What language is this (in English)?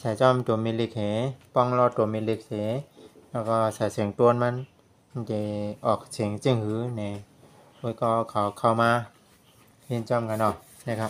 Shan